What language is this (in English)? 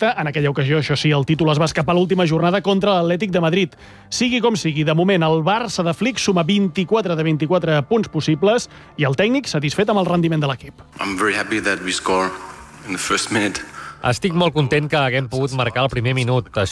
Catalan